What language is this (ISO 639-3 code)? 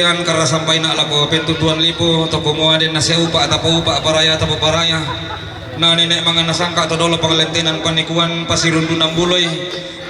sda